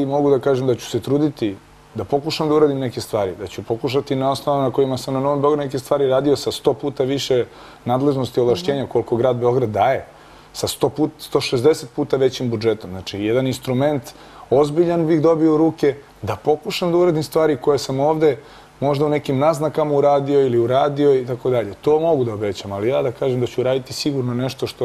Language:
Serbian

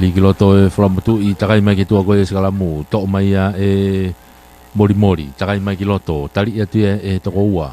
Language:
Tongan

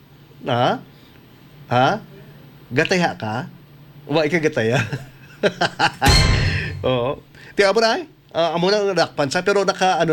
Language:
Hiligaynon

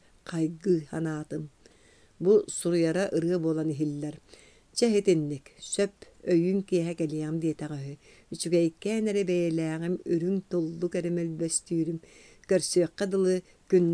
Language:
Yakut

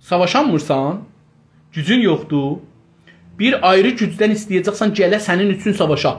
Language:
South Azerbaijani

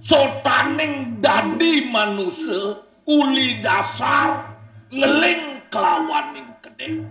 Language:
Balinese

